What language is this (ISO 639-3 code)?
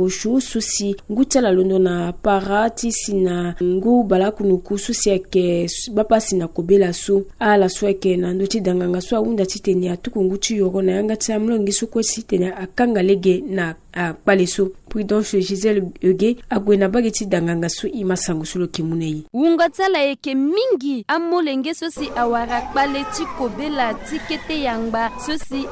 sag